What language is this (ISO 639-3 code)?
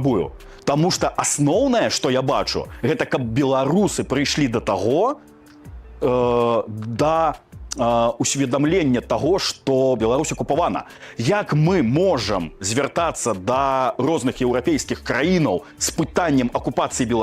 bel